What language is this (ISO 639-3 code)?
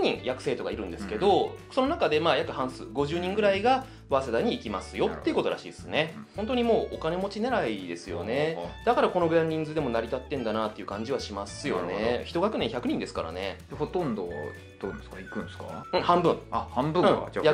jpn